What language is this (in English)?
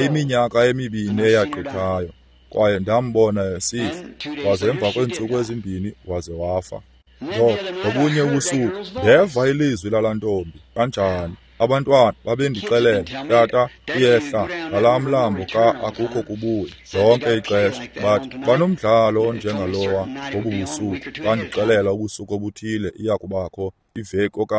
Xhosa